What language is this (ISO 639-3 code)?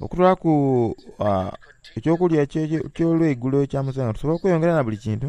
xog